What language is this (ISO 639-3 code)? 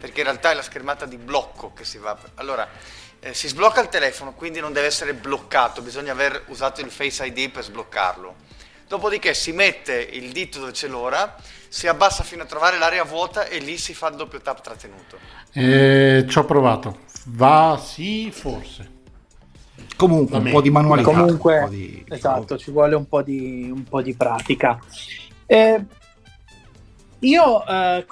ita